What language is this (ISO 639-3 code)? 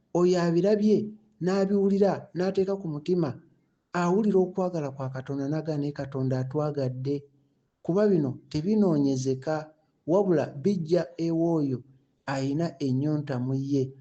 lug